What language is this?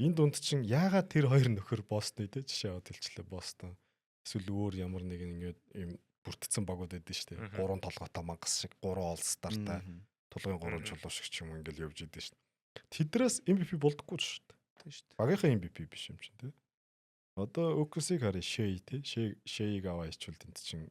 Mongolian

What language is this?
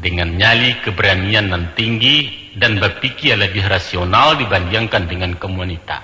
Minangkabau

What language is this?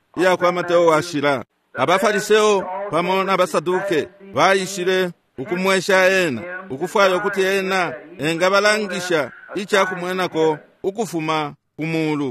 Bemba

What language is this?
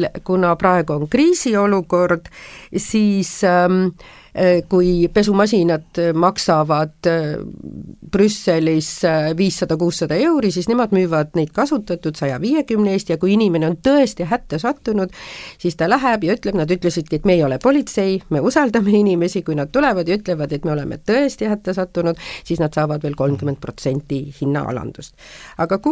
Estonian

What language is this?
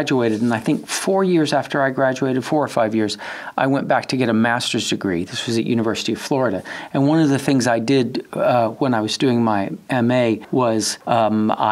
English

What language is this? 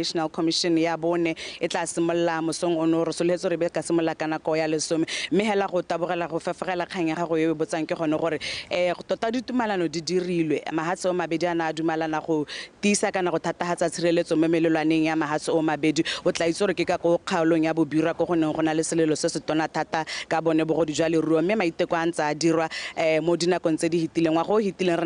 Tswana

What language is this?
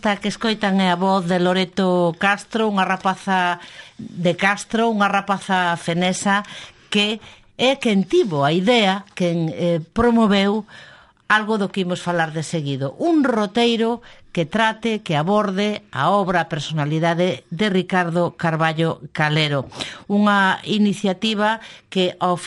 Galician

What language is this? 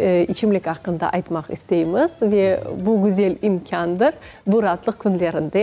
Crimean Tatar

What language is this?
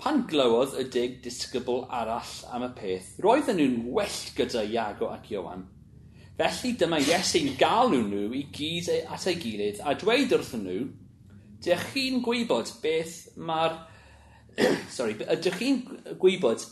Welsh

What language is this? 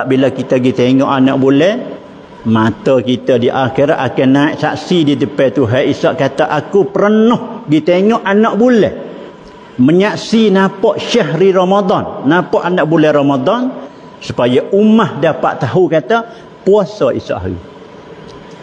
Malay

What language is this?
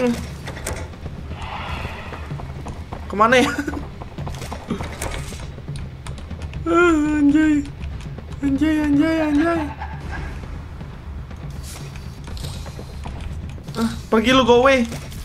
Indonesian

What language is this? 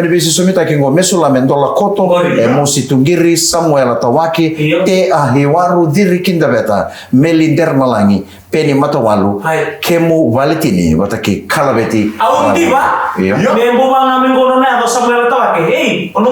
Fijian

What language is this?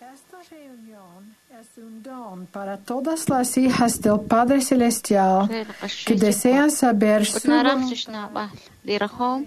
Kekchí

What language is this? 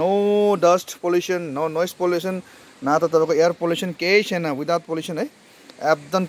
Nepali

